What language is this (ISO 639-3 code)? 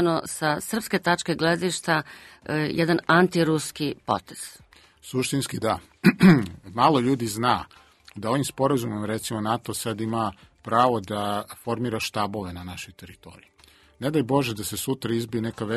srp